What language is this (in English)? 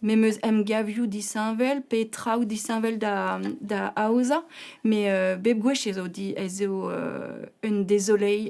Breton